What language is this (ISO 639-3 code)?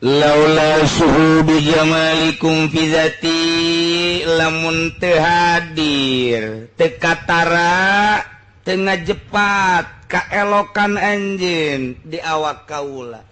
sun